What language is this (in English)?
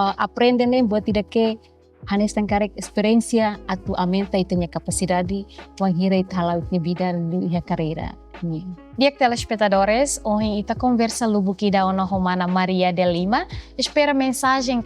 Tetum